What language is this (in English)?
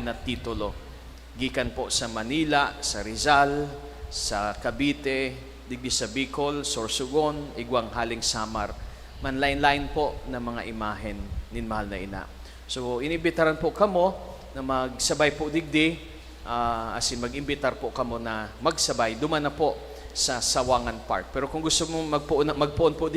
Bikol